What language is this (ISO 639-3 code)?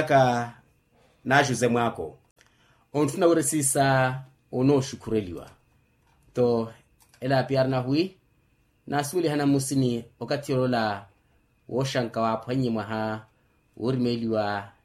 vmw